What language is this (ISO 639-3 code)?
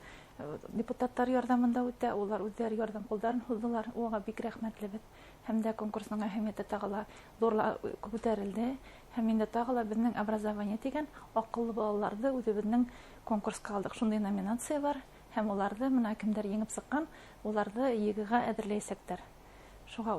bak